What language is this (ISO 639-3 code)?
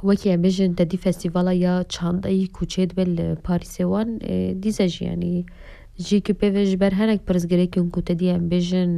kur